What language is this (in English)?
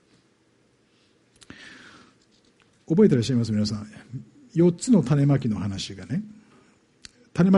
Japanese